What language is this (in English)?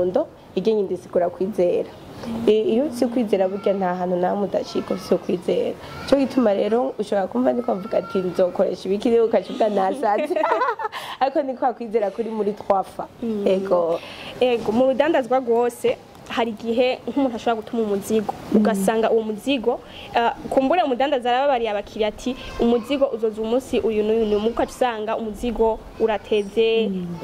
Rundi